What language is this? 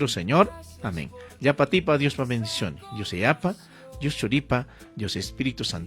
Ayacucho Quechua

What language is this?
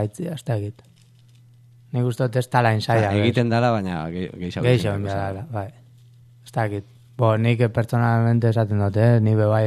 Basque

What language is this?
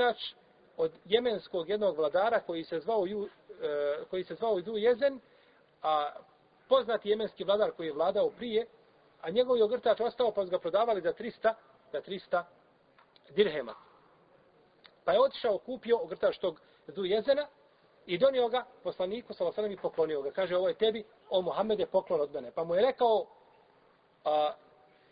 Bosnian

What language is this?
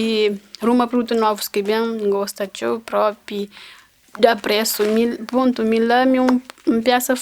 Kabuverdianu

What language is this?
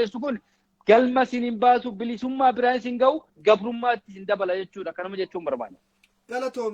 Oromo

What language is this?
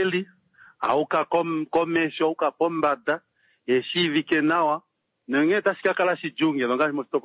Kuanyama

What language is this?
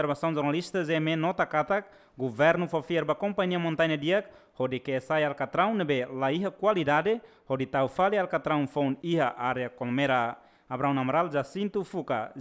Tetum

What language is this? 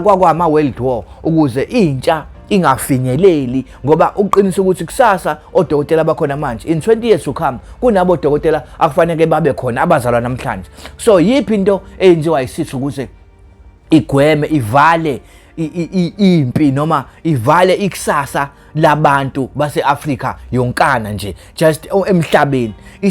Zulu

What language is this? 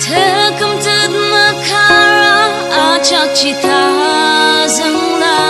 Ao Naga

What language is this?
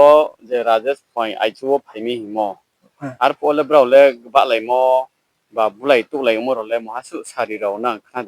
Riang (India)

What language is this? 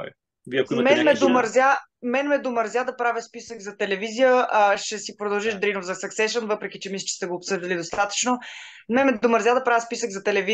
Bulgarian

